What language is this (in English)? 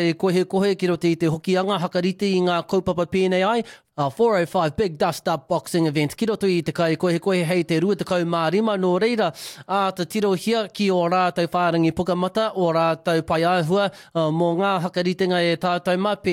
Māori